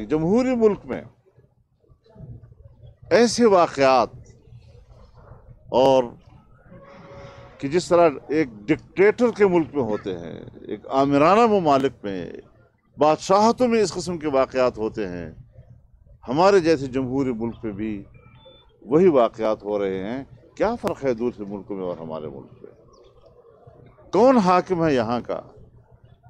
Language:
Urdu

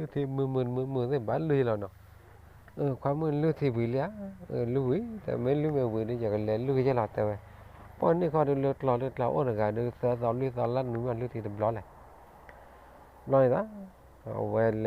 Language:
S'gaw Karen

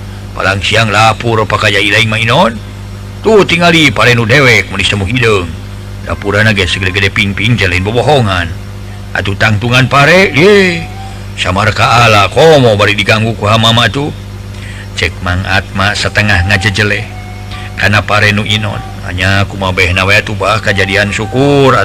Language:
Sundanese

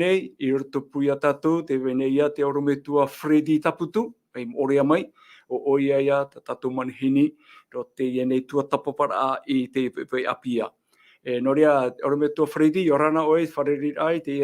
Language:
Tahitian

